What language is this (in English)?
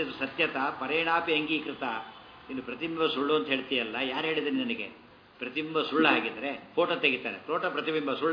Kannada